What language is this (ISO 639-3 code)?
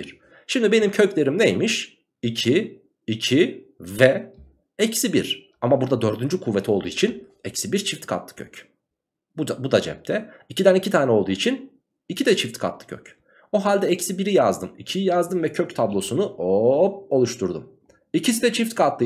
tur